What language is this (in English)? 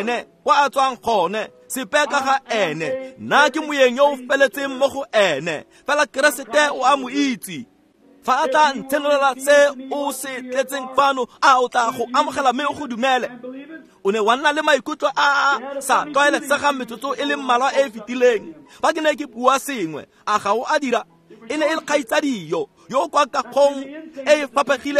Tswana